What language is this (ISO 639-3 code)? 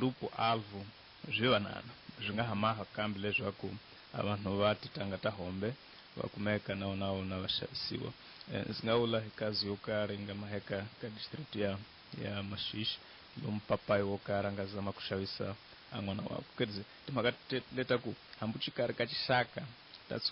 tso